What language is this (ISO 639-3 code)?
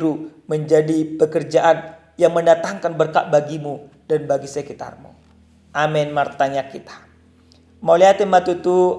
bbc